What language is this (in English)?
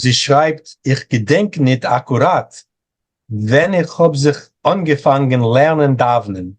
Yiddish